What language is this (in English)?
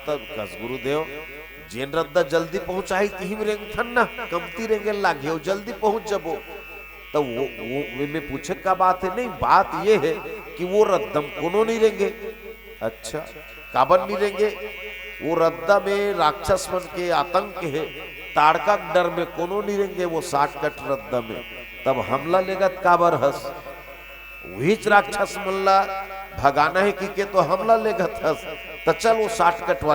Chhattisgarhi